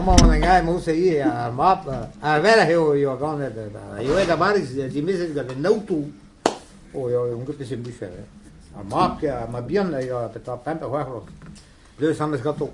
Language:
Breton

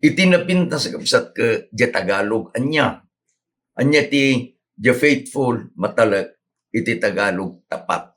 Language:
Iloko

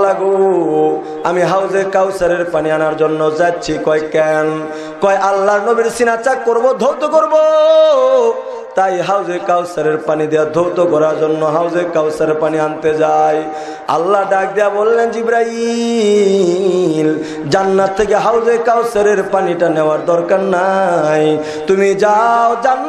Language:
Bangla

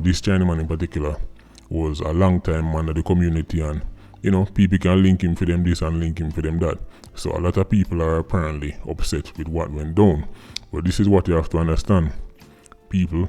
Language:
Jamaican Creole English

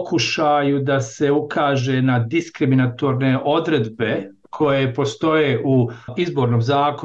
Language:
Bosnian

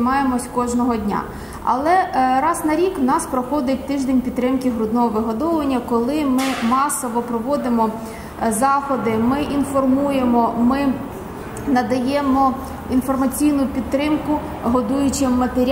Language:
Ukrainian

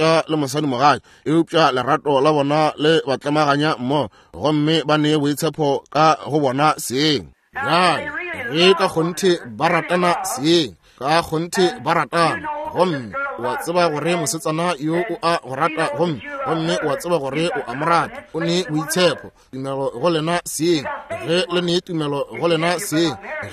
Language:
Northern Sotho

